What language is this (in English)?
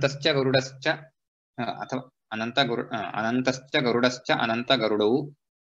Sanskrit